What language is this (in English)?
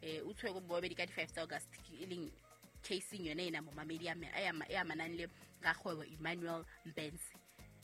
Southern Sotho